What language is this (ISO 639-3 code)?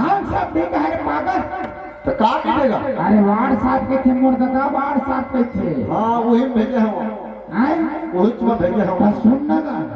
hne